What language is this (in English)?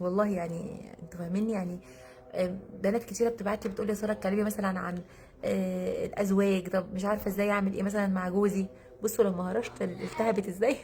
Egyptian Arabic